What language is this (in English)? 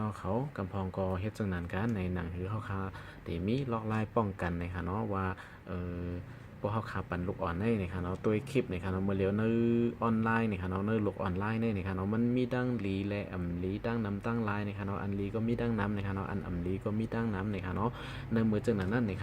Shan